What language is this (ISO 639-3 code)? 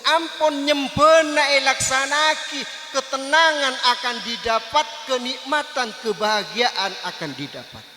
mad